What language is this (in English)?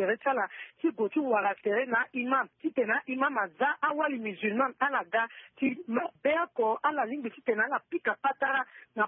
Sango